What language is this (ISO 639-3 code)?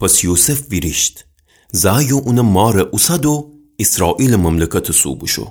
glk